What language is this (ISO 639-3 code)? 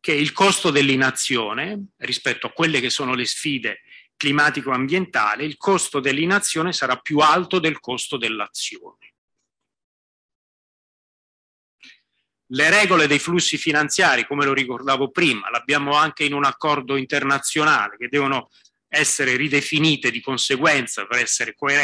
ita